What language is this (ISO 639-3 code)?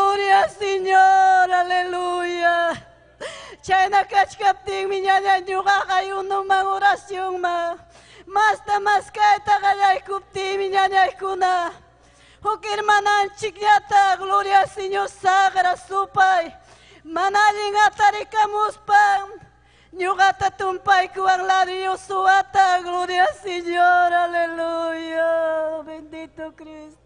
quy